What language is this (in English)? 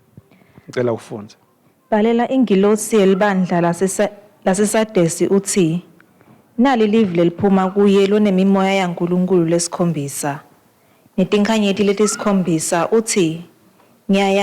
Swati